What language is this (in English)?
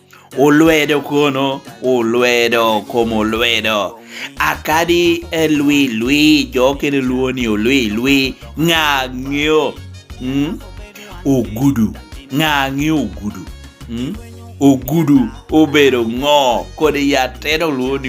Lango (Uganda)